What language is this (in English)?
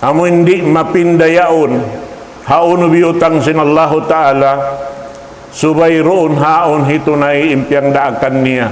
Tausug